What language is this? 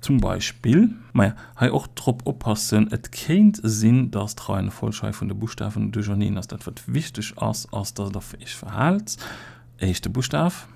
Luxembourgish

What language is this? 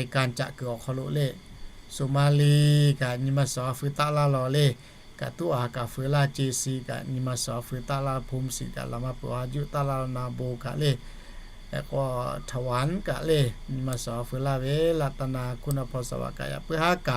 Lahu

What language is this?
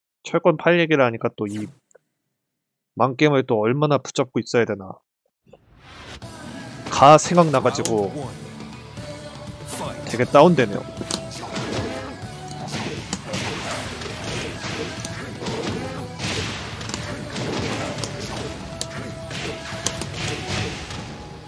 Korean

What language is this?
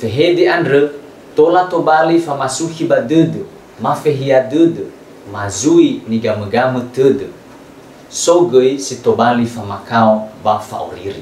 Nias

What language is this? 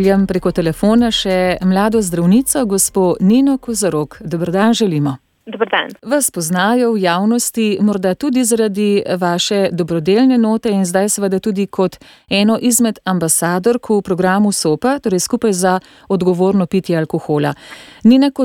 Slovenian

